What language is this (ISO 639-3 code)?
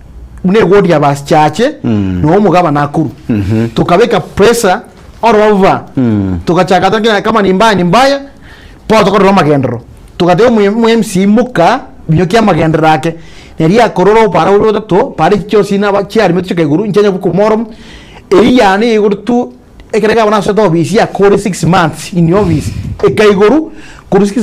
guz